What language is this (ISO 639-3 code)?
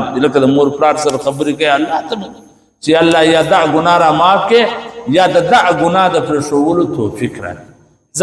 pus